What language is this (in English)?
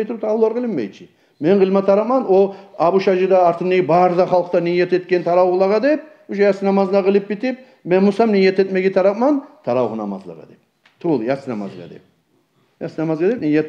Kumyk